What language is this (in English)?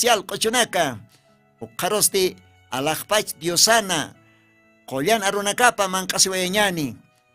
Aymara